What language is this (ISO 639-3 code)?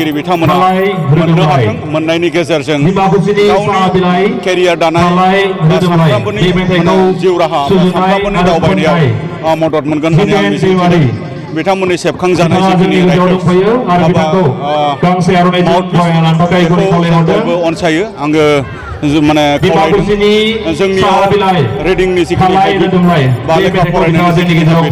brx